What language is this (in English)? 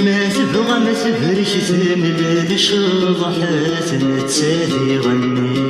Kabyle